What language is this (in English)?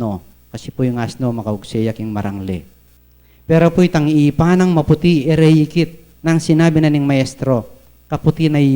Pampanga